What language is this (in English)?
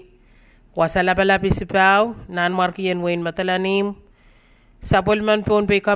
Pohnpeian